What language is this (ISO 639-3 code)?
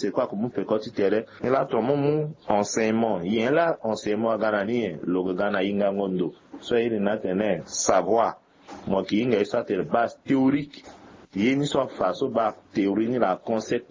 sag